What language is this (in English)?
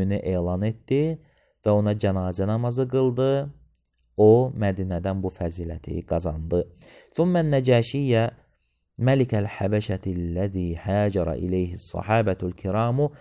Azerbaijani